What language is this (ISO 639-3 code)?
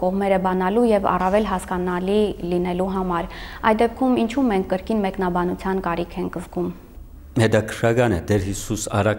hye